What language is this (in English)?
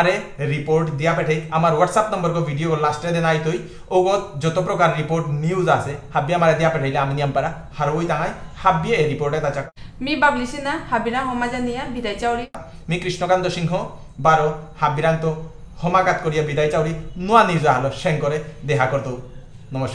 Bishnupriya